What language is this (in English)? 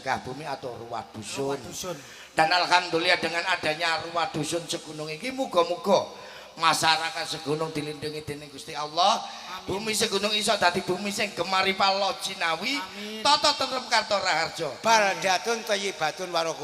Javanese